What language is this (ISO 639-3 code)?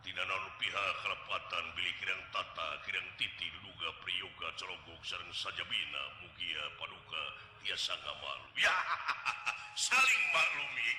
sun